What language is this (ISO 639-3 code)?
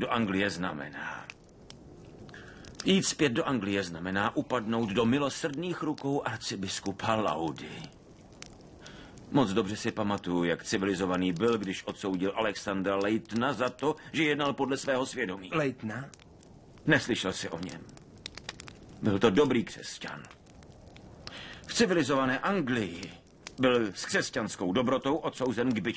ces